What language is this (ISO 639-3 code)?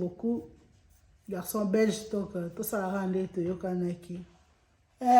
lin